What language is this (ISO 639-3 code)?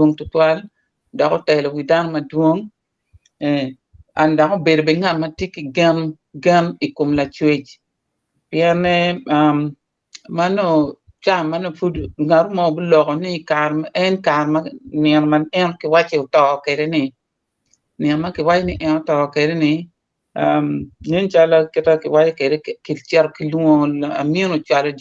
ach